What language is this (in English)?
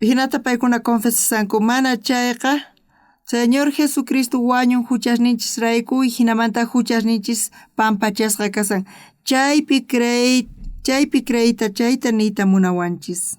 South Bolivian Quechua